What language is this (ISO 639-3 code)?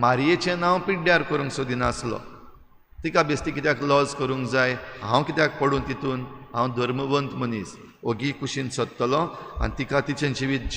kok